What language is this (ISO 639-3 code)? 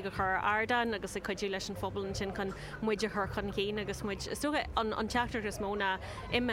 gle